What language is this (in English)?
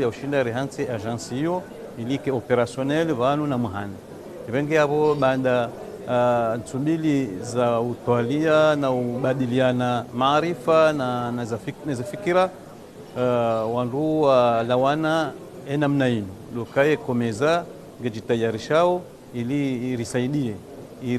Ngazidja Comorian